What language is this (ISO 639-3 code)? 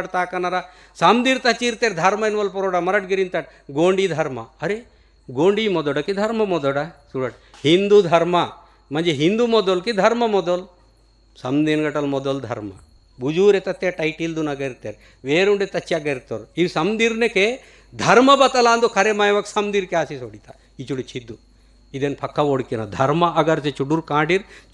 gon